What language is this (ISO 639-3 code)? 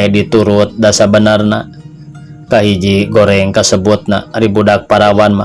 sun